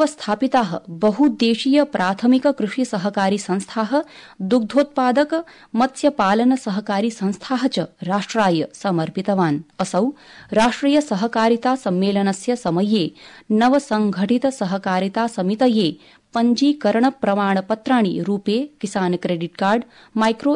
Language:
Sanskrit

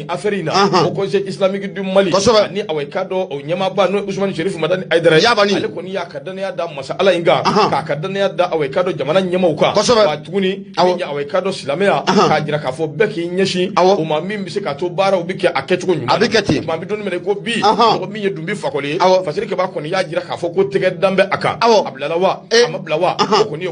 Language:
Bambara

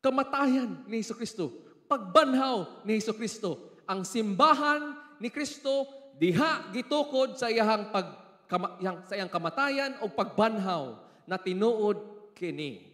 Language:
Cebuano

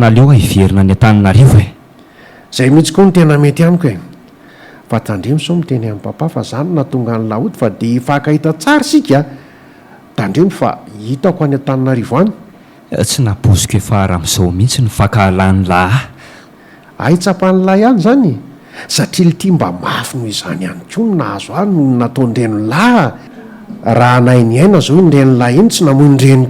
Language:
Malagasy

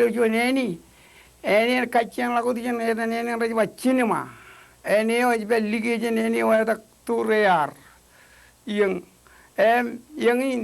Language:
Marshallese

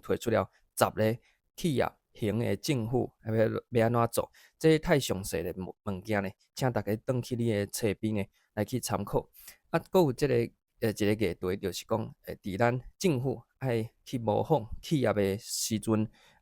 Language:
Min Nan Chinese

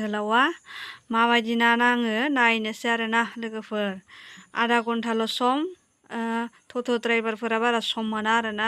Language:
Bodo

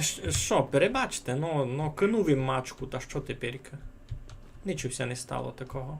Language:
Rusyn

